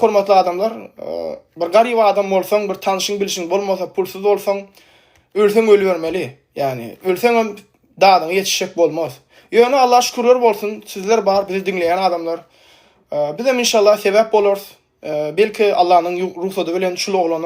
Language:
Turkmen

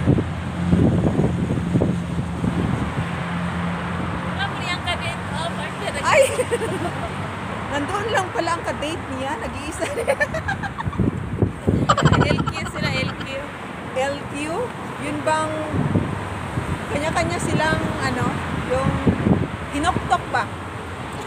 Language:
Filipino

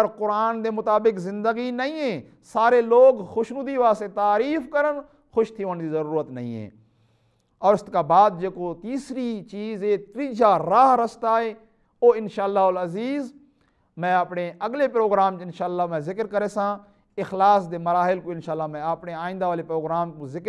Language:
Saraiki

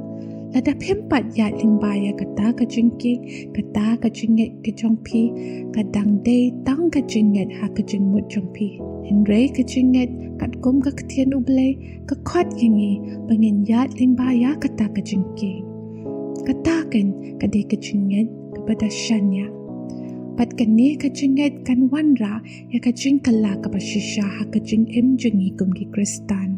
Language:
Khasi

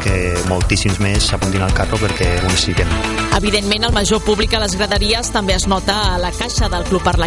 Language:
Catalan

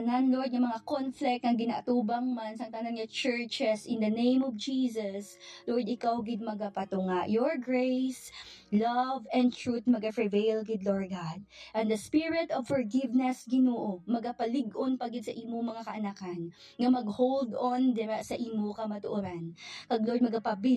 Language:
Hiligaynon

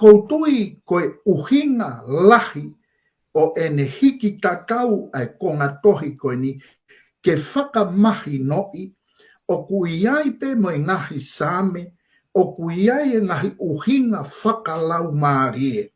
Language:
Tongan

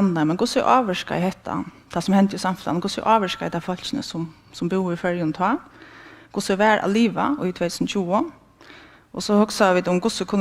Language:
Faroese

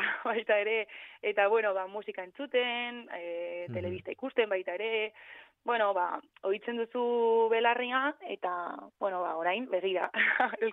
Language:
Basque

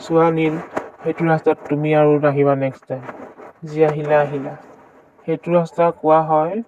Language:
Assamese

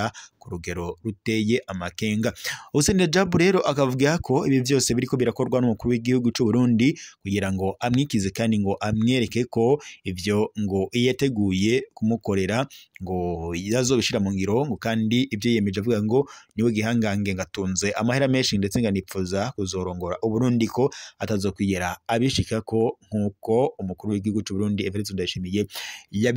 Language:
Rundi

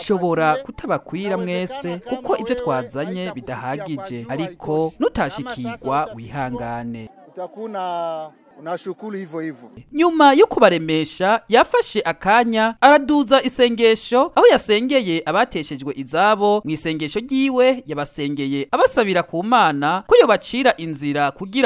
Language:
Rundi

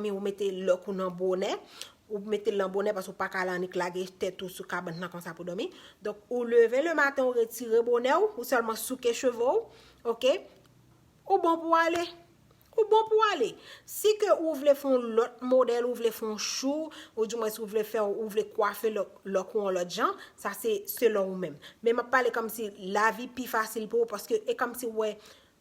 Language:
Haitian Creole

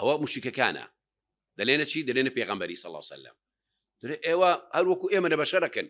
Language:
Central Kurdish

